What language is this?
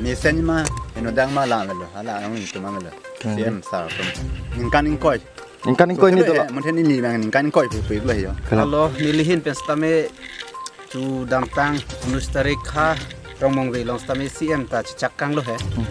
Karbi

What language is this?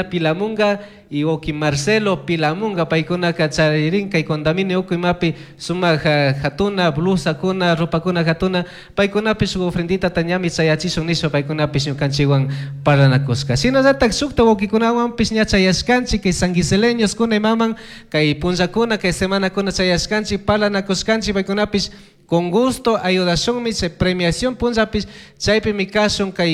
Chimborazo Highland Quichua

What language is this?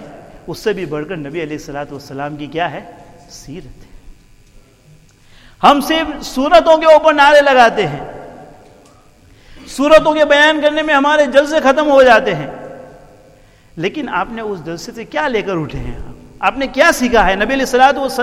Urdu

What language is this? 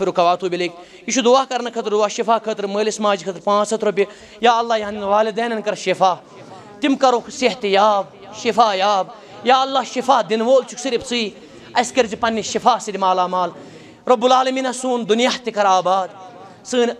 Kashmiri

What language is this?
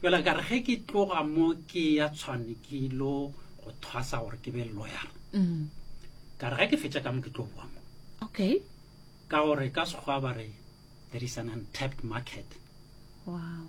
Northern Sotho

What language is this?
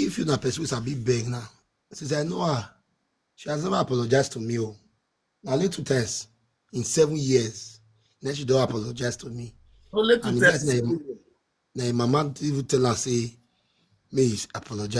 Nigerian Pidgin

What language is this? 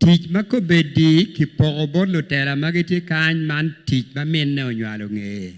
Acoli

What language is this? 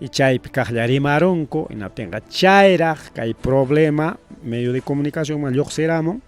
Ayacucho Quechua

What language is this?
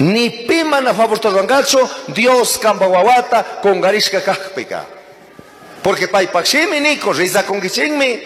Chimborazo Highland Quichua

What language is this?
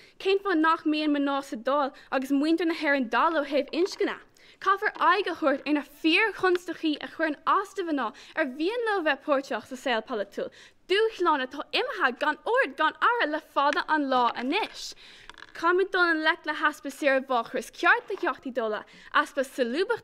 Irish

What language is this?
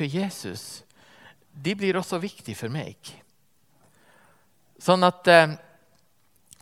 Norwegian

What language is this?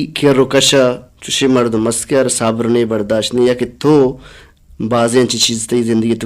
Baluchi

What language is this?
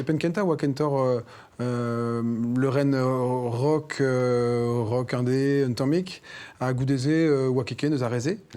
Breton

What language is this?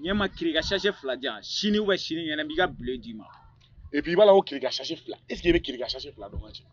Bambara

